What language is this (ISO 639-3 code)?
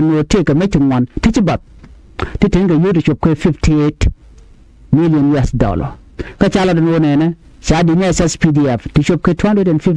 nus